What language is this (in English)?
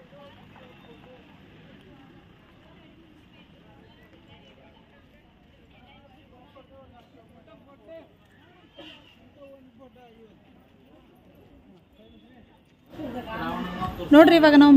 Kannada